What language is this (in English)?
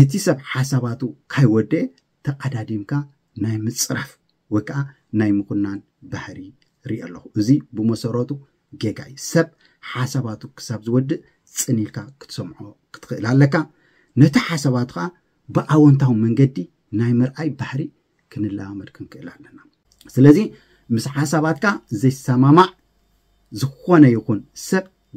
Tigrinya